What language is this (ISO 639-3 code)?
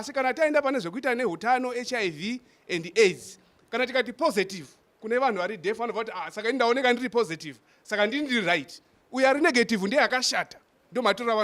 sna